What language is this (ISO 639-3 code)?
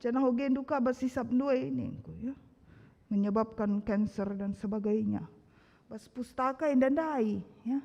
btx